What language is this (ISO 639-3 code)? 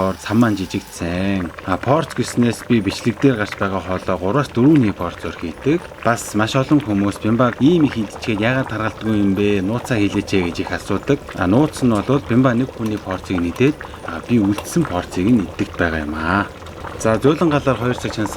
mon